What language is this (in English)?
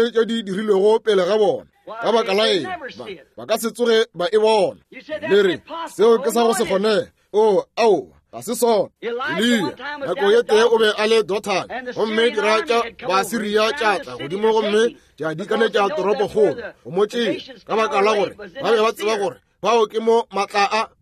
Northern Sotho